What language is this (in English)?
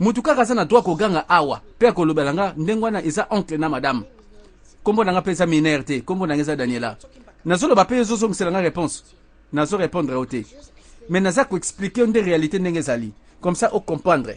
Lingala